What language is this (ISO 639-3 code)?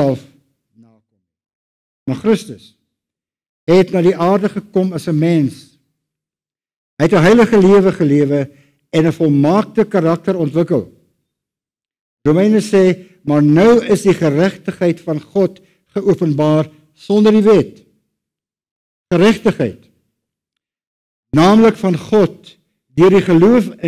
afr